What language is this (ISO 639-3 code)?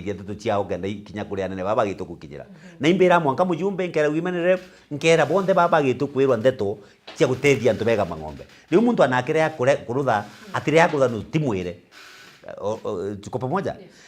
mer